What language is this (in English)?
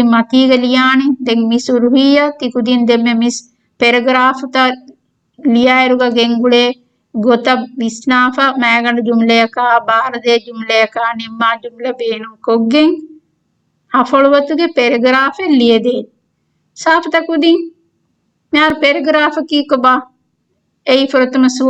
Divehi